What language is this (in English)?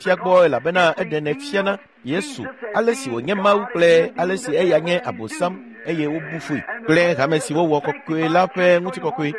Ewe